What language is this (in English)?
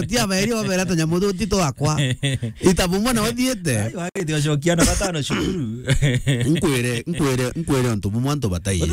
Meru